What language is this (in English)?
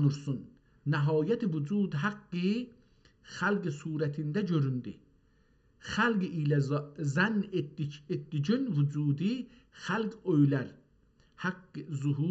South Azerbaijani